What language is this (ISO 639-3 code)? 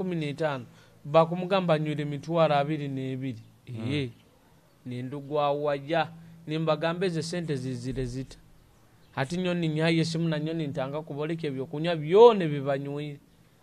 nyo